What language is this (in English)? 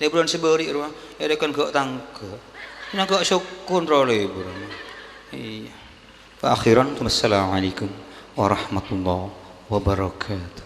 Madurese